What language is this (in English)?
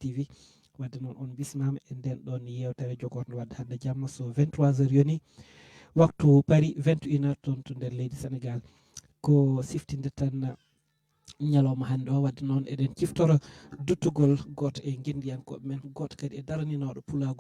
Fula